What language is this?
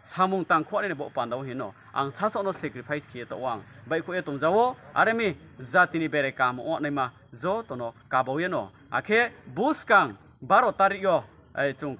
Riang (India)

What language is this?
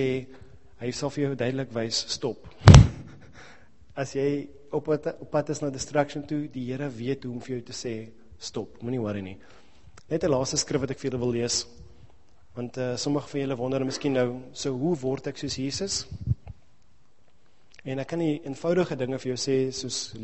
Afrikaans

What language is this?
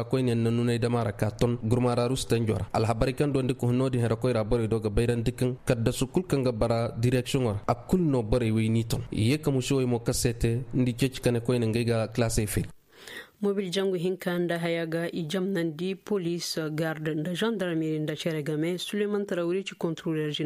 Koyraboro Senni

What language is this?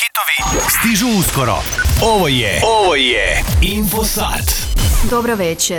Croatian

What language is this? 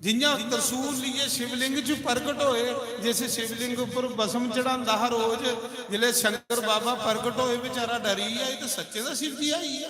Dogri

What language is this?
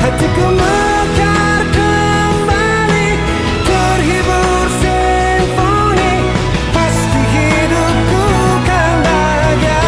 Nias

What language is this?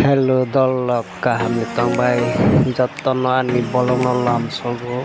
Kok Borok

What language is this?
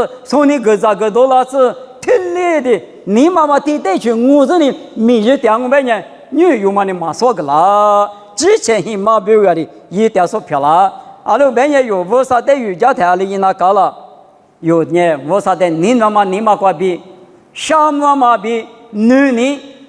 Lisu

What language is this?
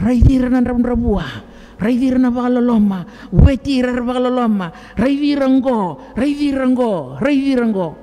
Fijian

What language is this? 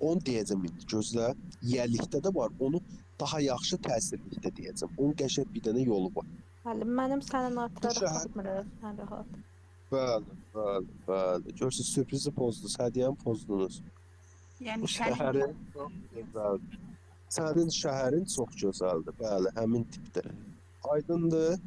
Azerbaijani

